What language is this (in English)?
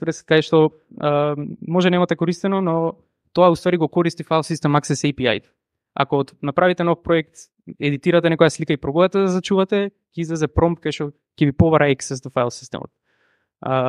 Macedonian